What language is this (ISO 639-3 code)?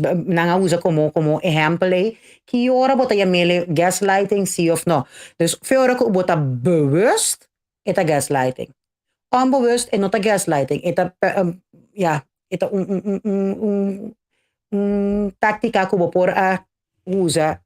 pap